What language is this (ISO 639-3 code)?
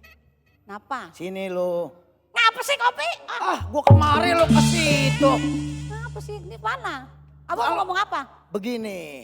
bew